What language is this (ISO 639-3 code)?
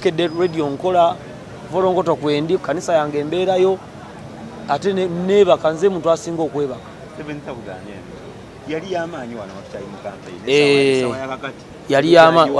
lug